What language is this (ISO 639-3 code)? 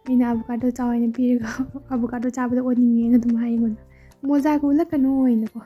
mni